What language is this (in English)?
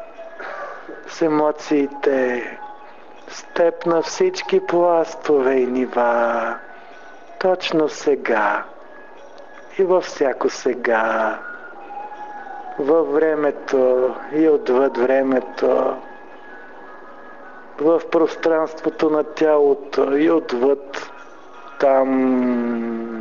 Bulgarian